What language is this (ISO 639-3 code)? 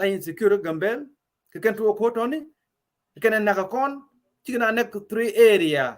nus